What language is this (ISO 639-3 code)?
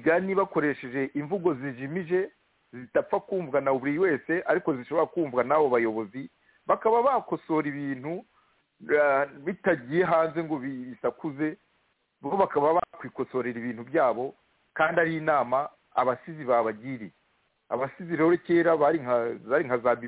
kin